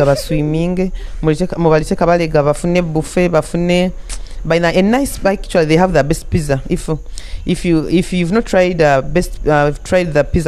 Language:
Nyoro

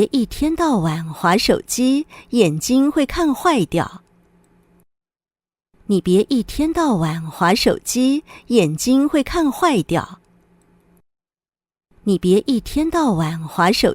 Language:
Hakka Chinese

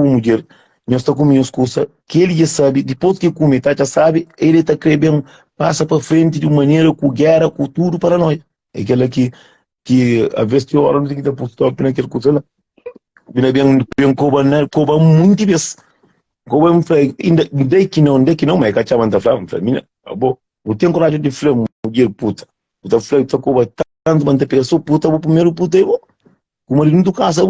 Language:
Kabuverdianu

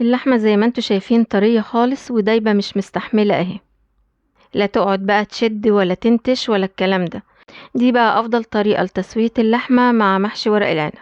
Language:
Egyptian Arabic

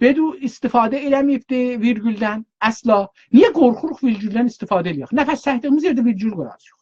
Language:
South Azerbaijani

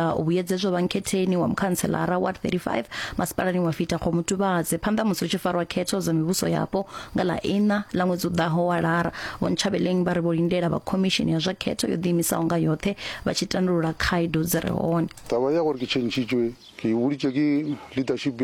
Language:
Venda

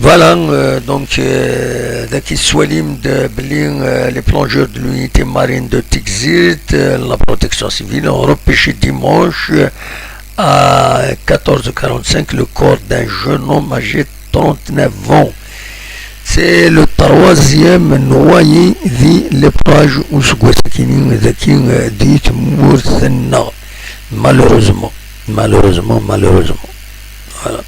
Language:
Kabyle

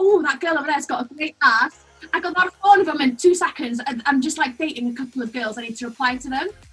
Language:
Welsh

